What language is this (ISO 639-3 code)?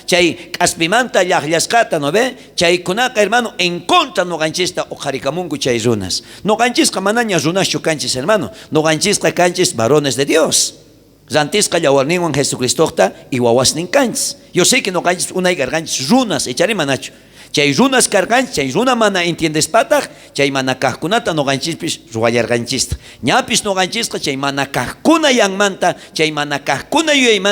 quh